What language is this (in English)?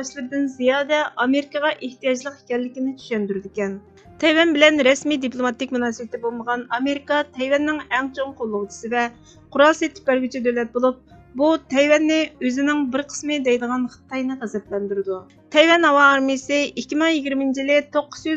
Uyghur